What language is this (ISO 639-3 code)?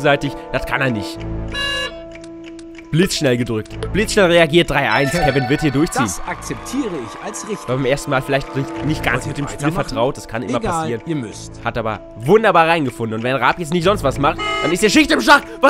deu